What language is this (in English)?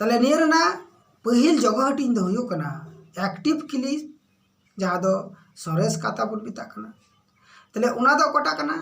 Santali